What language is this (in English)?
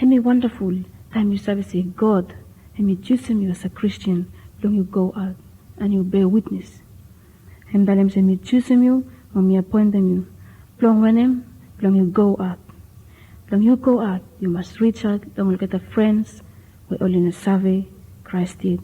Bislama